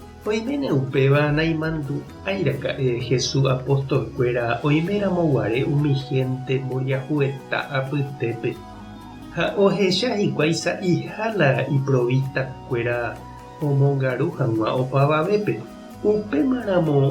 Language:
Guarani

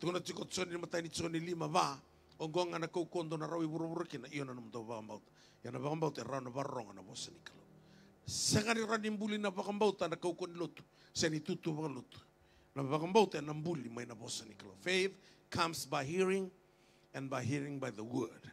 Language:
Fijian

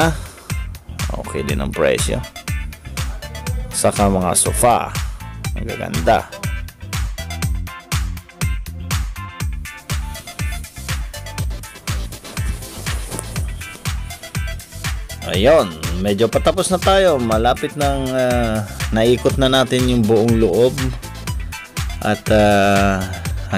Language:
Filipino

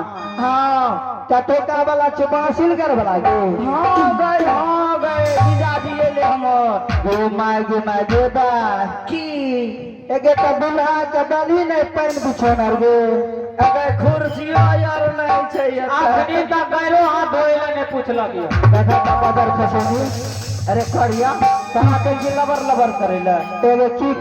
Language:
Maithili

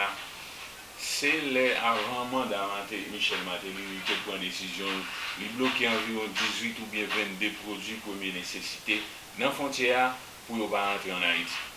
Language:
Haitian Creole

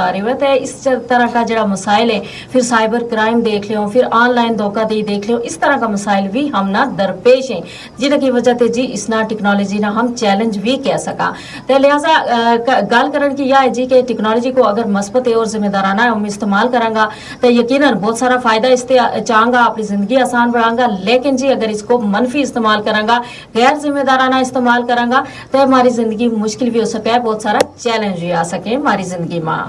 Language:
Gujari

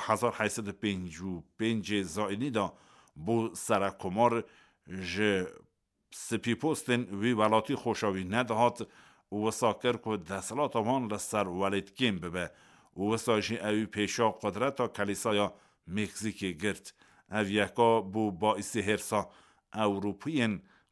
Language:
Kurdish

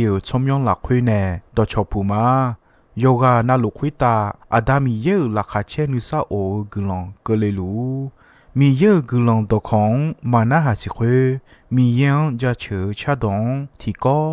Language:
Akha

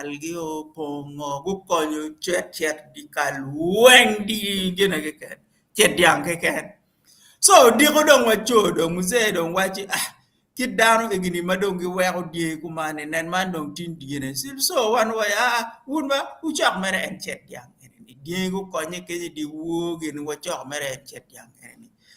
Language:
Acoli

